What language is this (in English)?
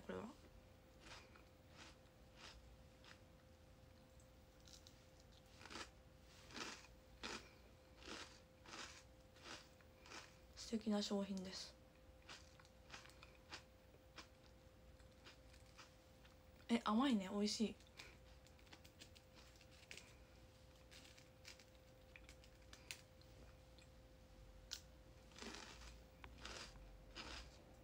Japanese